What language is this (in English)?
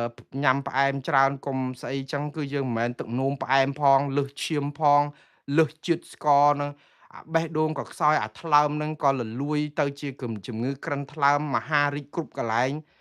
Khmer